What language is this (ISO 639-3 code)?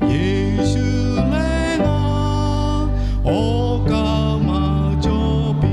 lhu